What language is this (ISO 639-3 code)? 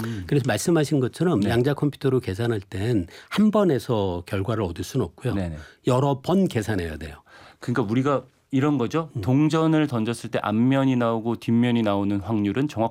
kor